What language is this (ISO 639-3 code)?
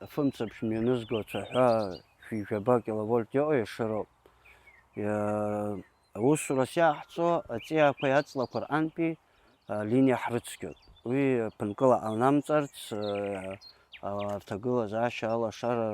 abk